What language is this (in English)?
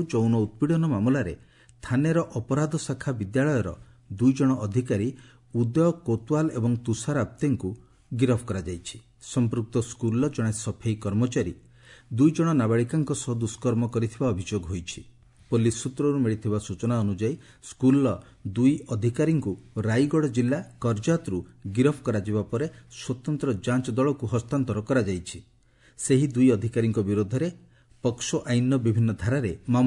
Odia